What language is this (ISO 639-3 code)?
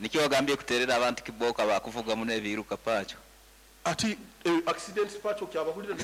nyn